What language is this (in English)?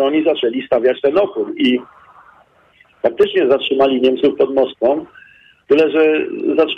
Polish